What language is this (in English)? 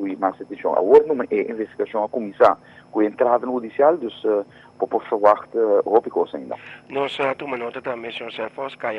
Papiamento